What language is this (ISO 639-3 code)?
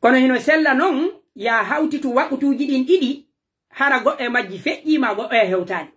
fuf